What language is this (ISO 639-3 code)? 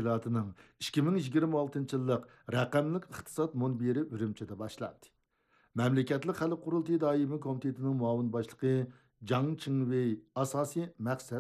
uig